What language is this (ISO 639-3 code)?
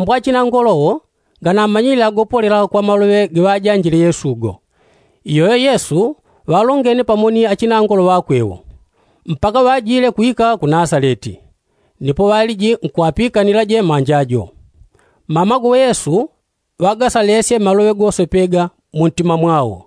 yao